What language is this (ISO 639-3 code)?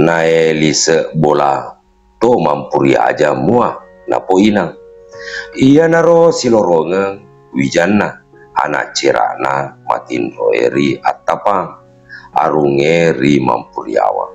bug